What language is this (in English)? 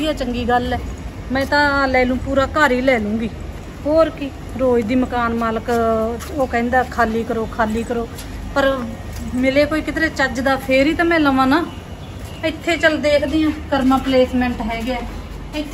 Punjabi